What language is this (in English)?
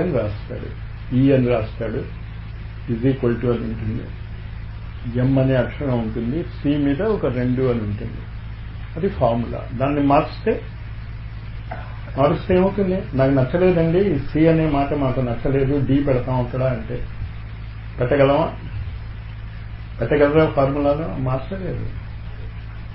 Telugu